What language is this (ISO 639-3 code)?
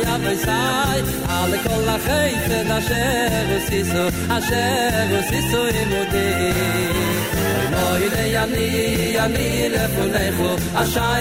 heb